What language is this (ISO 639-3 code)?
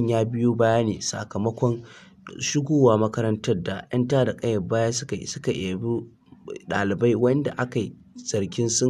hau